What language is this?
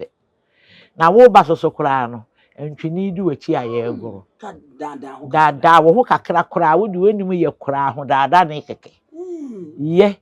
Akan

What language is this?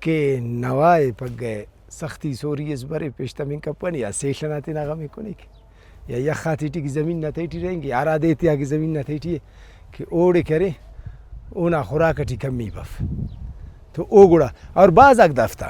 Brahui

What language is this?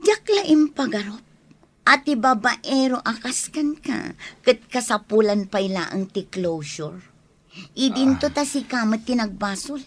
Iloko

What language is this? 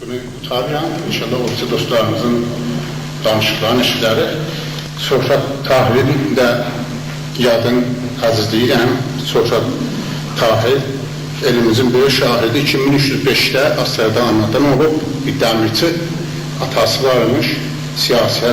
South Azerbaijani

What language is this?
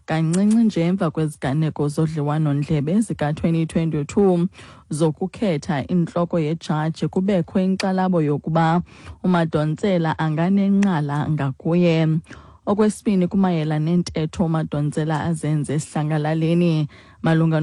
Xhosa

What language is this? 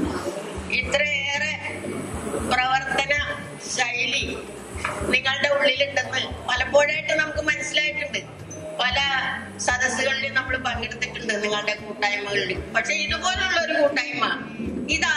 Malayalam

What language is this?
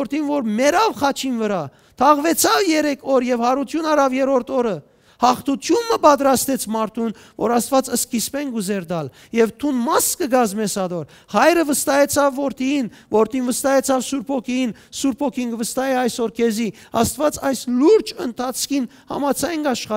Western Armenian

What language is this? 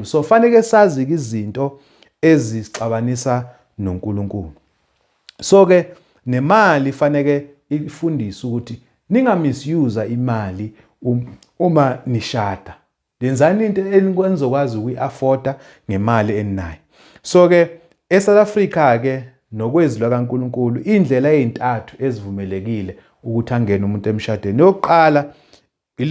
Zulu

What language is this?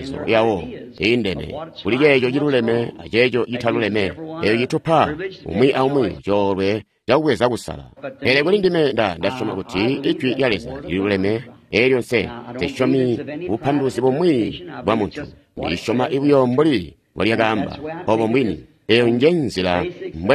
Tonga (Zambia)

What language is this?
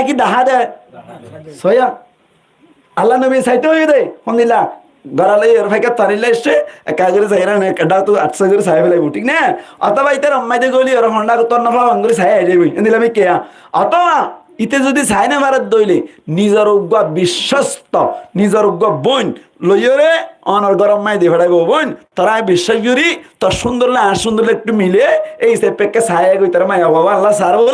Rohingya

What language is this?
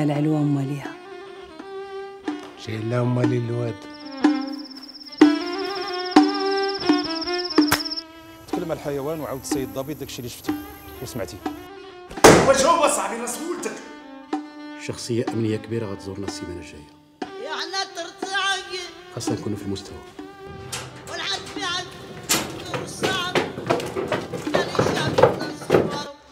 Moroccan Arabic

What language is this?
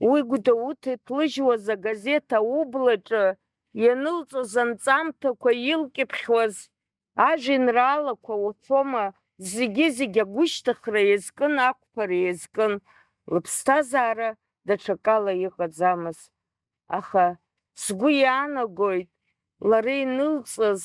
Abkhazian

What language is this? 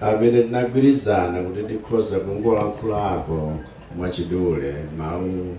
Nyanja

